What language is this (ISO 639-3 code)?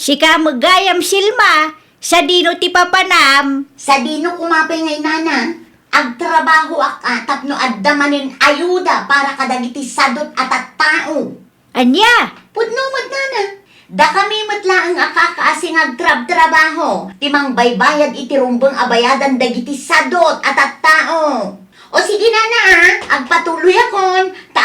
ilo